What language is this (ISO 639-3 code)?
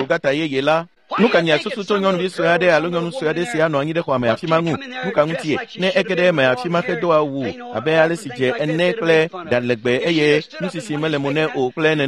ewe